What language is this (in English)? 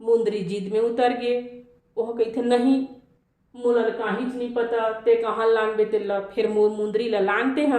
Chhattisgarhi